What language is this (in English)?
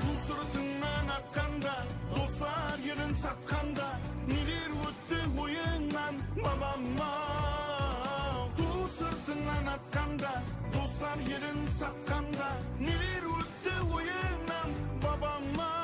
Kara-Kalpak